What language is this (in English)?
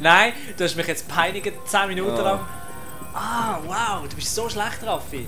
Swiss German